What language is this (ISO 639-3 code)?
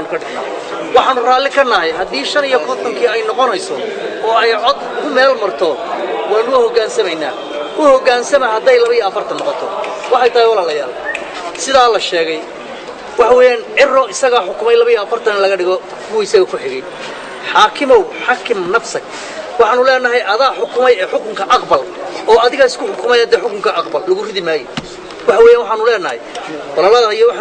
som